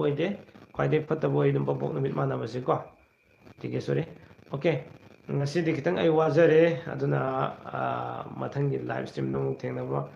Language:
Manipuri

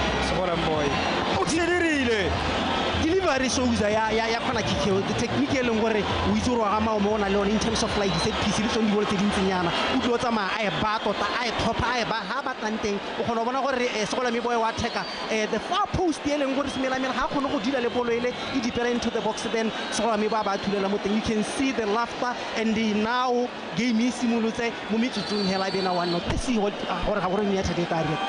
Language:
Tswana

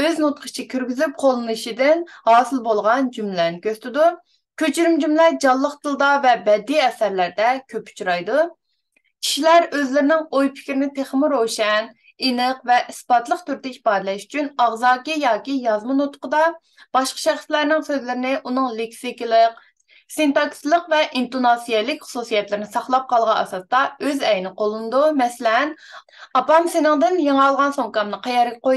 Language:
Uyghur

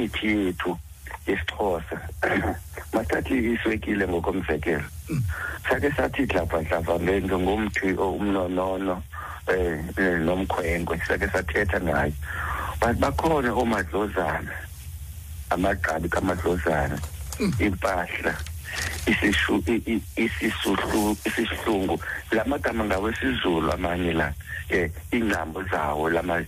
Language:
Xhosa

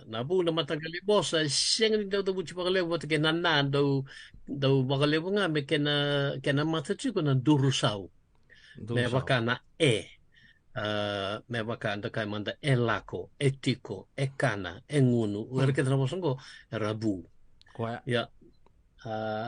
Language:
Fijian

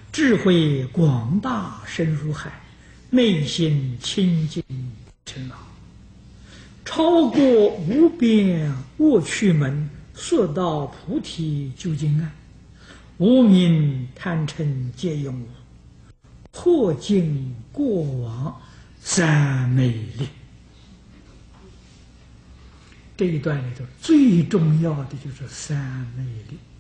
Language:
Chinese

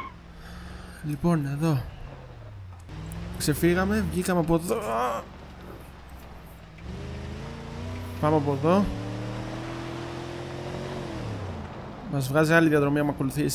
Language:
Greek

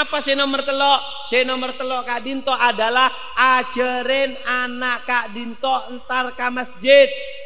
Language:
Madurese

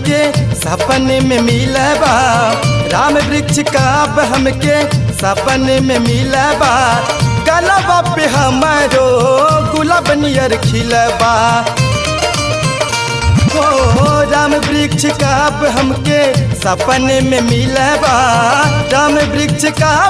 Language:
Bhojpuri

